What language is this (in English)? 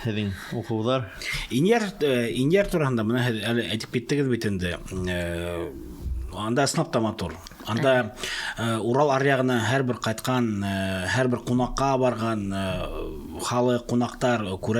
Bashkir